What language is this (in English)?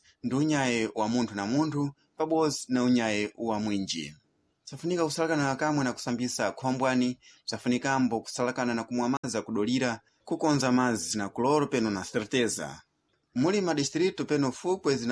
Sena